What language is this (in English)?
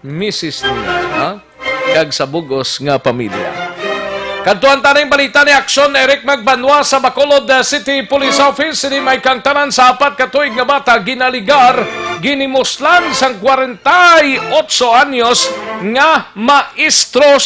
Hiligaynon